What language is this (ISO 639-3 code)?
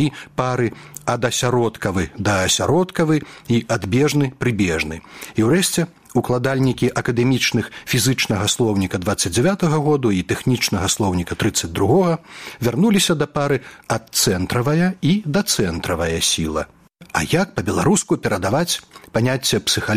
bel